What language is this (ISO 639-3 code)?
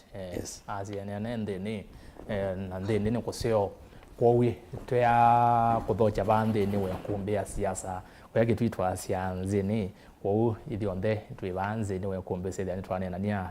kam